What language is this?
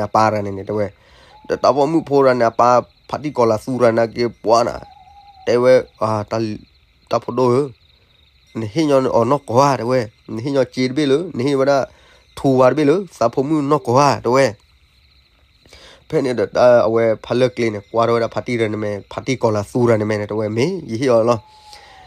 S'gaw Karen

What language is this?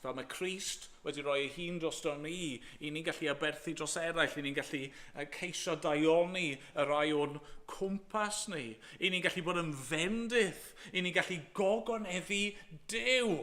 Welsh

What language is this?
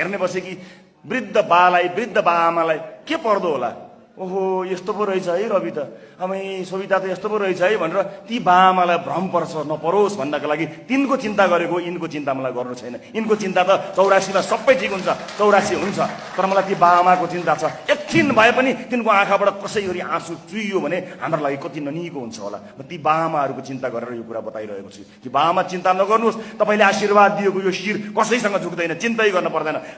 Nepali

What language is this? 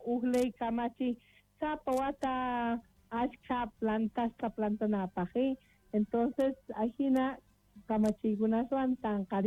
South Bolivian Quechua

